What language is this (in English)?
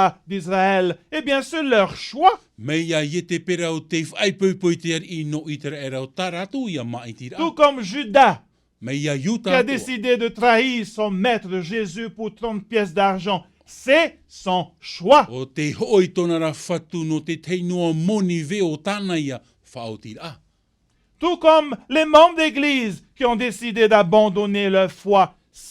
Tahitian